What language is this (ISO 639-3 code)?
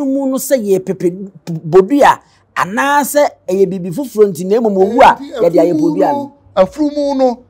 aka